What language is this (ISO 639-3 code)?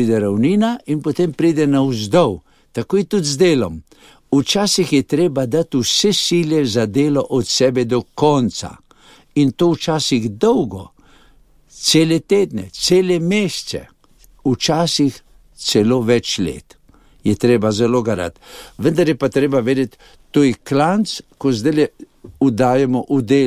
slv